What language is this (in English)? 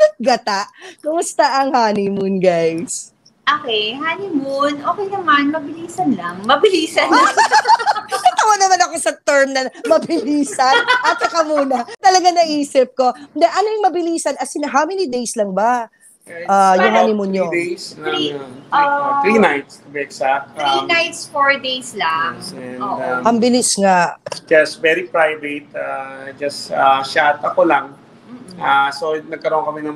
Filipino